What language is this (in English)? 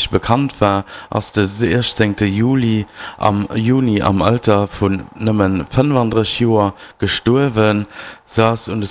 Luxembourgish